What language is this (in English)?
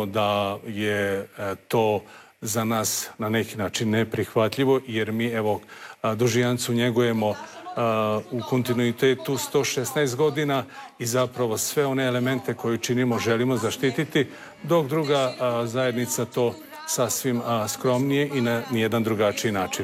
Croatian